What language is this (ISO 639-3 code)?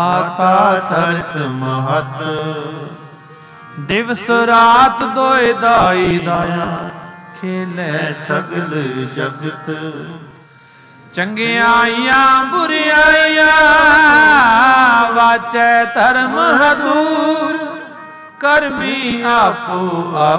pan